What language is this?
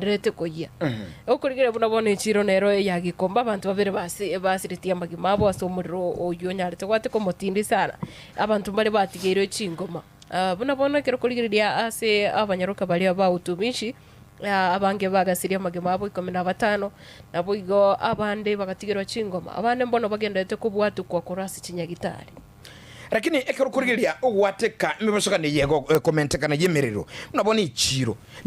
Gusii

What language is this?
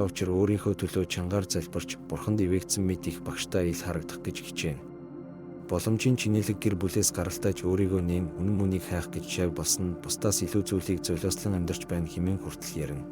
Mongolian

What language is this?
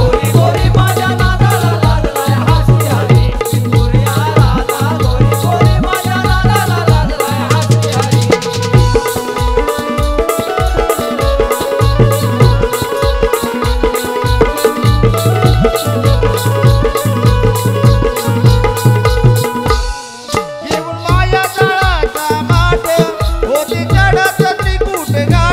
Marathi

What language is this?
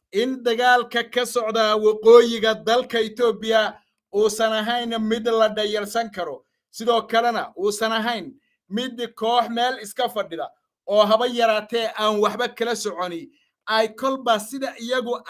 Somali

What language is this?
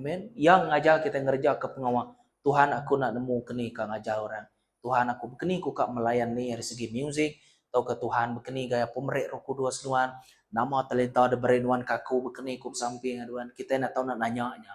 Iban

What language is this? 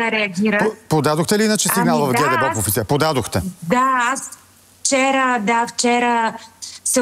Bulgarian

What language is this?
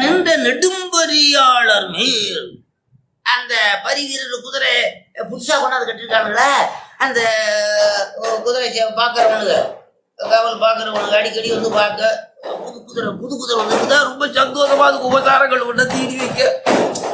Tamil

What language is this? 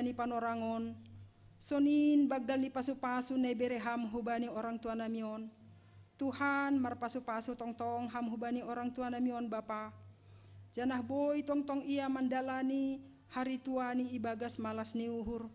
Batak Simalungun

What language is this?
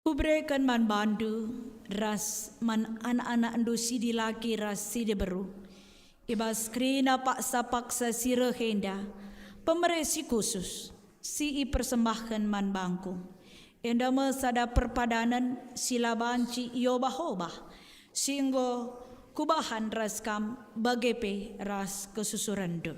Batak Karo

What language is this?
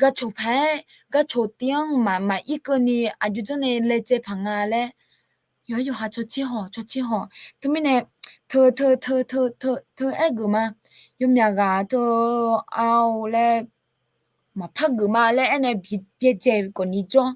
Akha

